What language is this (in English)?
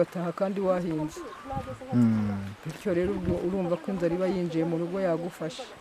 Kinyarwanda